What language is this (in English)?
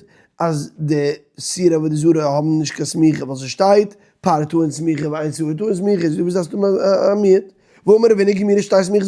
Yiddish